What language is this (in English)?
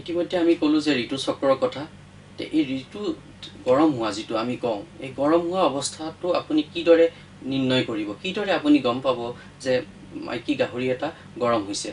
Assamese